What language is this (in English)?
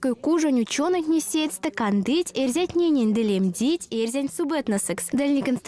Erzya